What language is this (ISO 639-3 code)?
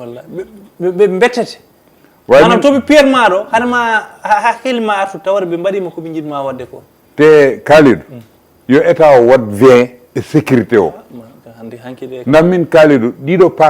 ful